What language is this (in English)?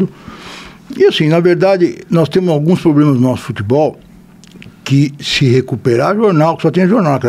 Portuguese